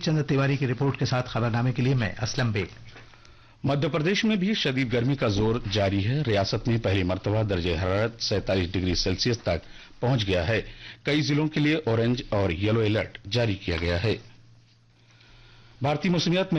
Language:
Urdu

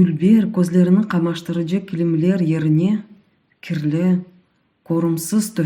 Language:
Crimean Tatar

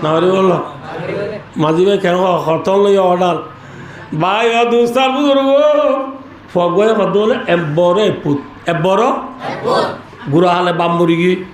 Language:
Rohingya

